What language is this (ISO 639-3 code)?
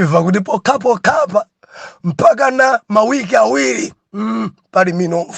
nya